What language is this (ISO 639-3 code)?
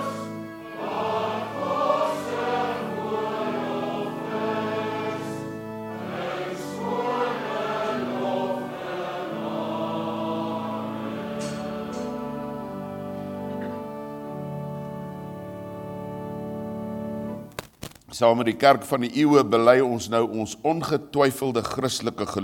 afr